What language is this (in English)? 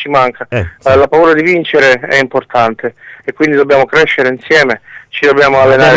Italian